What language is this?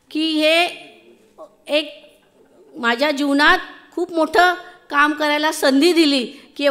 Marathi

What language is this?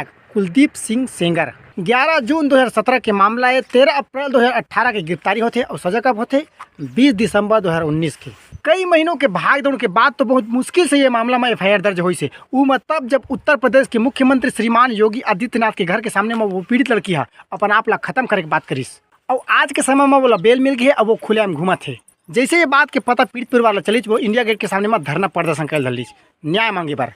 Chhattisgarhi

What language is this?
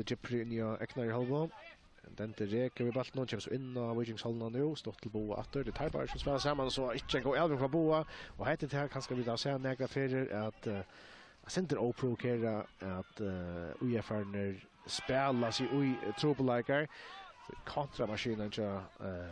Faroese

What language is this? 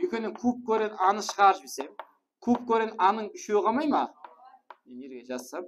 Kara-Kalpak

